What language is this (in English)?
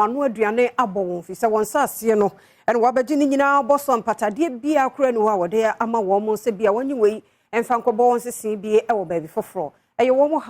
Akan